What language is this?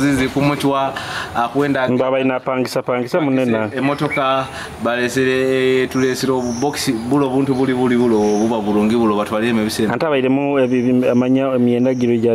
Nyoro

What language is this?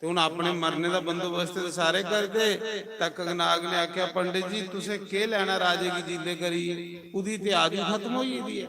Dogri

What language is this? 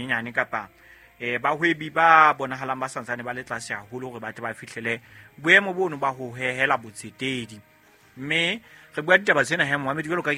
Southern Sotho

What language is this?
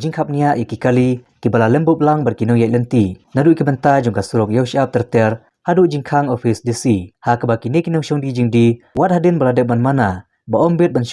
Khasi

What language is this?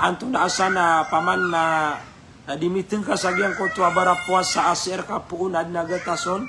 Maranao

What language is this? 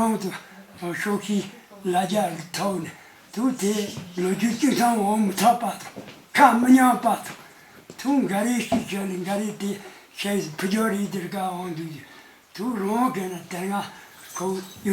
Tibetan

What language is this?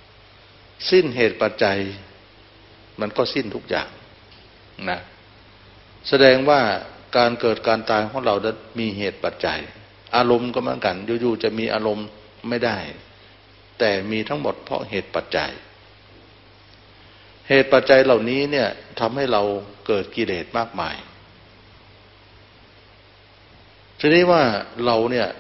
Thai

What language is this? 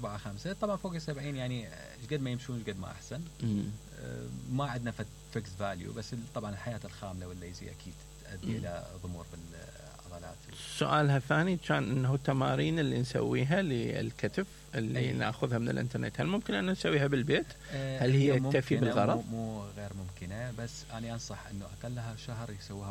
Mesopotamian Arabic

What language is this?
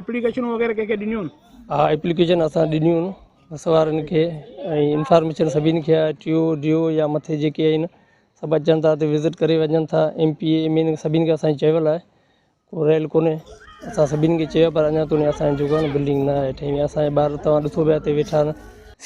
Sindhi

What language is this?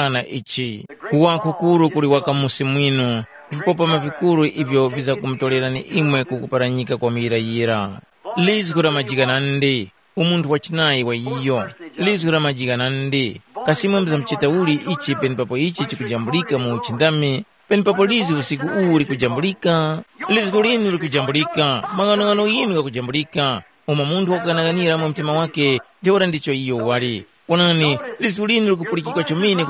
Tumbuka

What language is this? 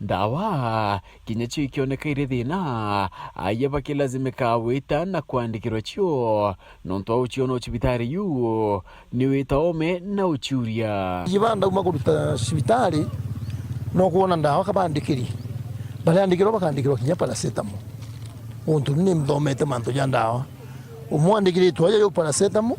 Meru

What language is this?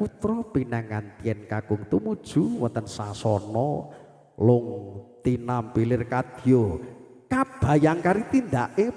Javanese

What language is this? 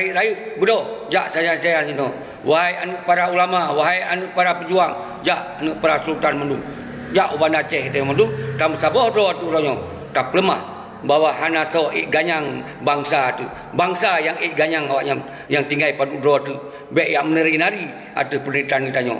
Achinese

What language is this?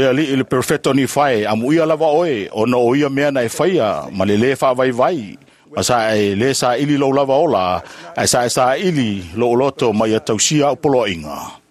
Samoan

